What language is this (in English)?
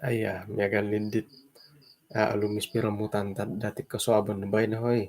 Central Dusun